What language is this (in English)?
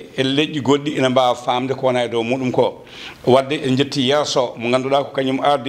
Fula